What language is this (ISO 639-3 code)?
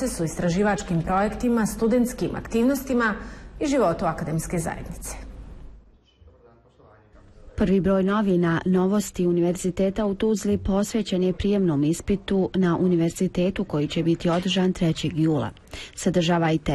bos